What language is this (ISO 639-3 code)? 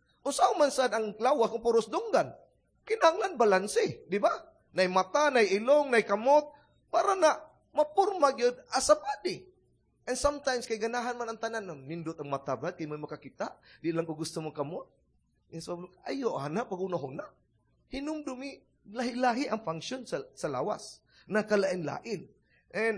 ceb